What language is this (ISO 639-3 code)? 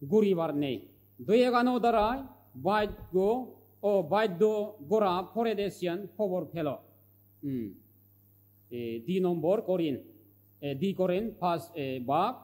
ccp